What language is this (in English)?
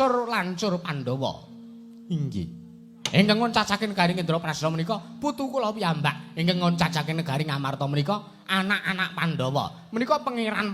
Javanese